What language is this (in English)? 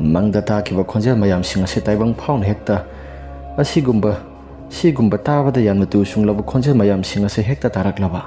Manipuri